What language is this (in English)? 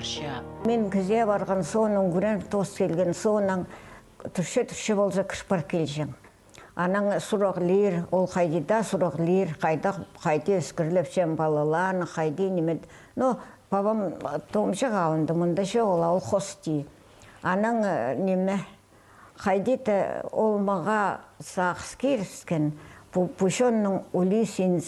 Khakas